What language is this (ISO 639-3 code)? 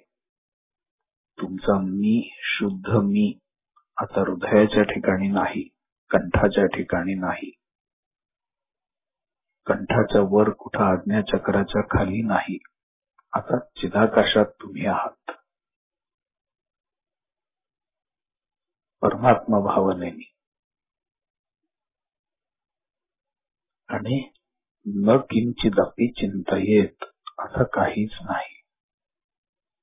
mar